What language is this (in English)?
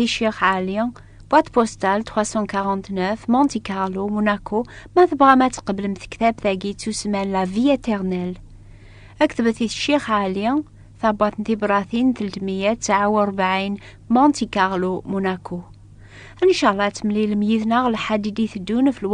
Kabyle